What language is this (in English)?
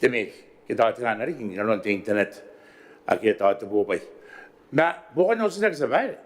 Gilbertese